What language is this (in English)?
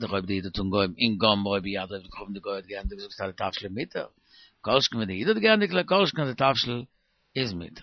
Yiddish